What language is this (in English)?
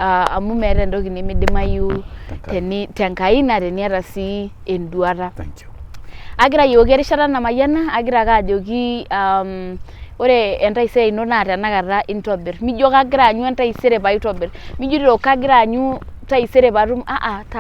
Masai